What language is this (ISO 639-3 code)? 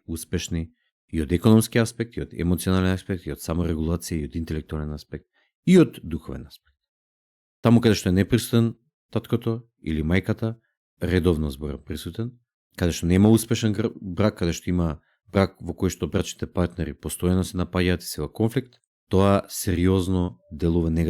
mkd